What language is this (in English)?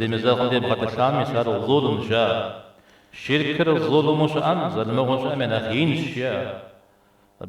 Kabardian